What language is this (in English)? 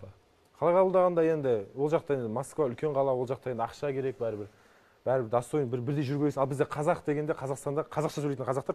Kazakh